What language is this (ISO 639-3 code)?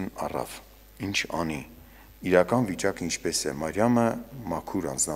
hye